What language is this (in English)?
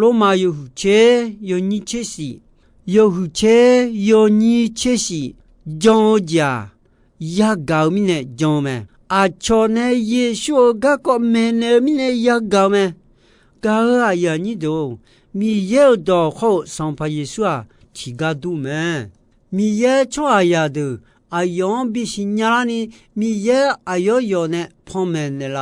Akha